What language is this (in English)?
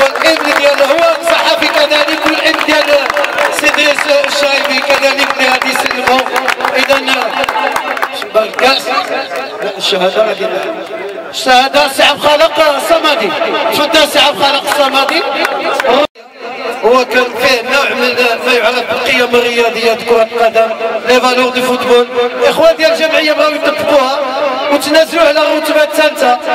Moroccan Arabic